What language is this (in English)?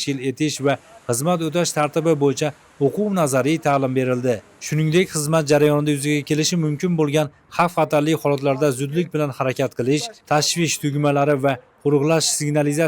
Uzbek